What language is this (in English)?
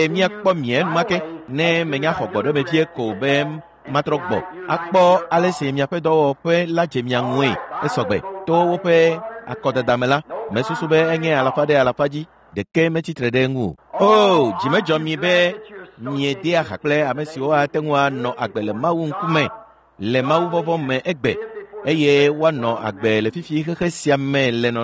Ewe